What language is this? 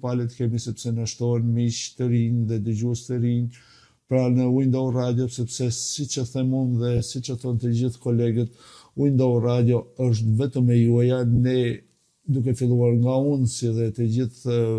Albanian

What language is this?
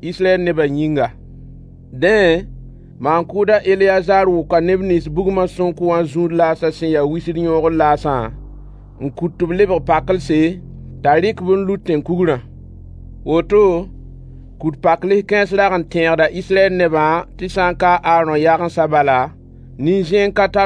Mossi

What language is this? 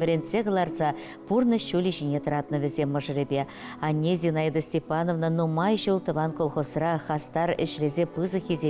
Chuvash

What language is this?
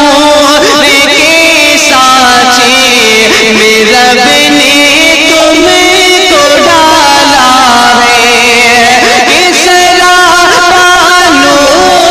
Urdu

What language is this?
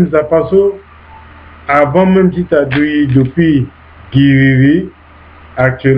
Sango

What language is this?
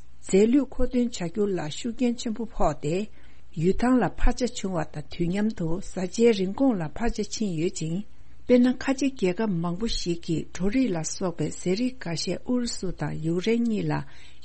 Tibetan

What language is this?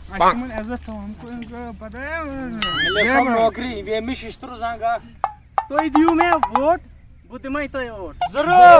Kashmiri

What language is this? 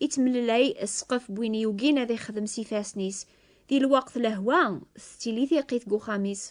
Kabyle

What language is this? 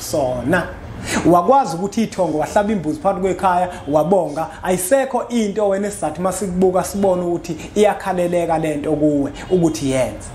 Zulu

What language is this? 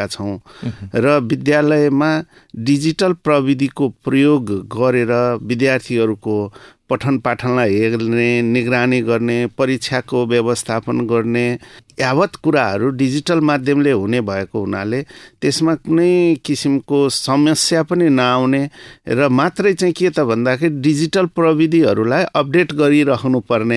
Nepali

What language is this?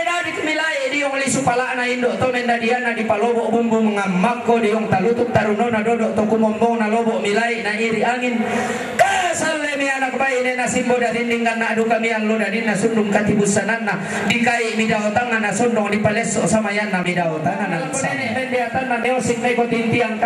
Toraja-Sa'dan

